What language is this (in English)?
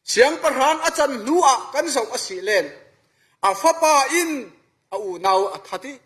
Falam Chin